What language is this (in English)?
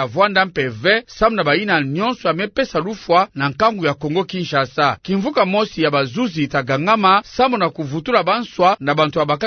Kituba (Democratic Republic of Congo)